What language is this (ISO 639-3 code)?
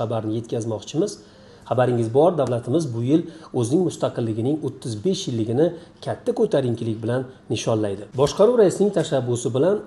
uzb